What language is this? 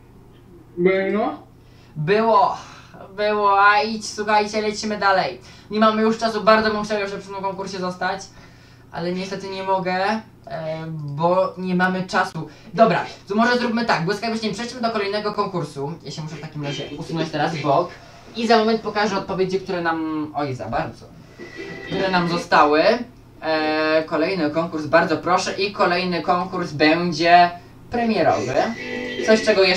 Polish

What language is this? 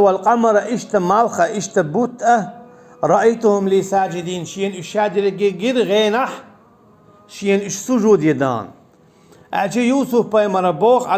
Chechen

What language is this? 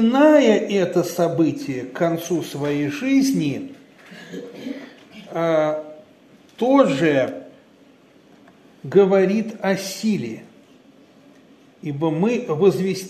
Russian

